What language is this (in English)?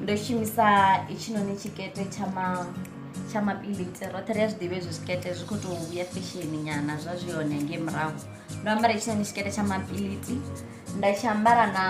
Venda